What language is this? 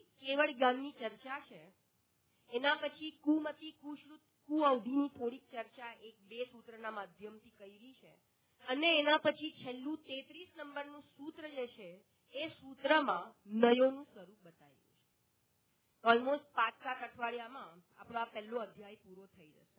Gujarati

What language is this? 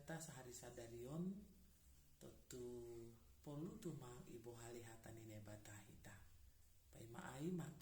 Batak Simalungun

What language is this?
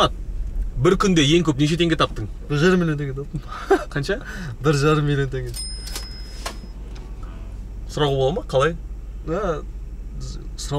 Kazakh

